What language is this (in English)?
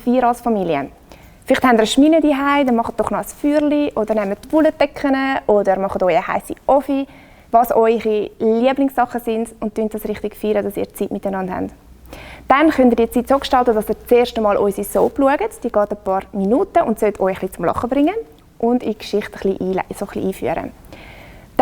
Swiss German